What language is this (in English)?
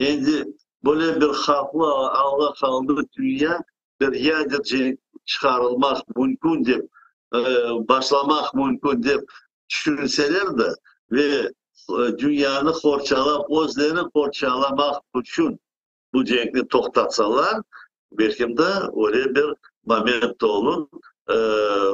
Crimean Tatar